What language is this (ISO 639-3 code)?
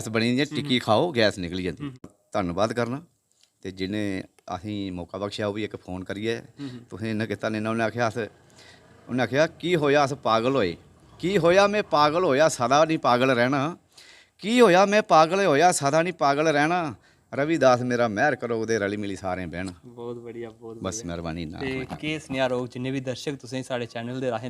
doi